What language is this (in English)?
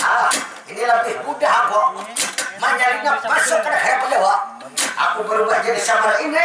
Banjar